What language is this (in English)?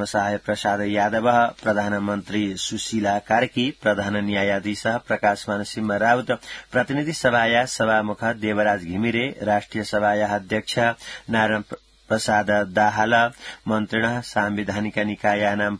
Sanskrit